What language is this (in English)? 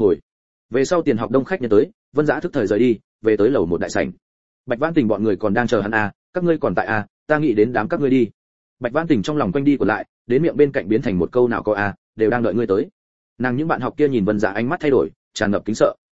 Vietnamese